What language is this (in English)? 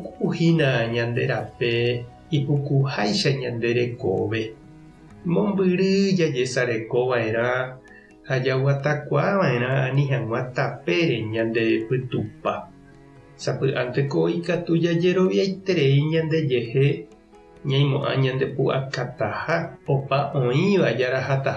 Guarani